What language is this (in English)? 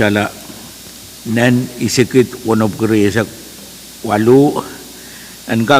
Pohnpeian